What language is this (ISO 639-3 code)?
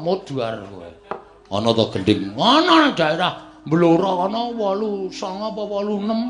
jav